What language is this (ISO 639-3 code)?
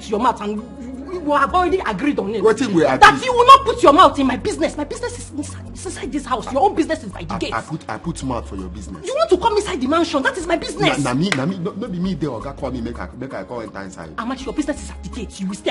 pcm